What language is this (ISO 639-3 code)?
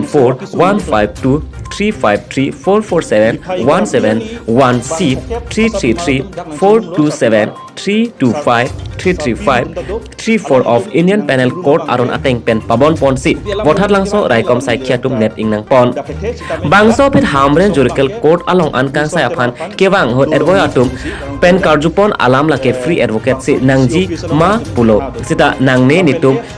mjw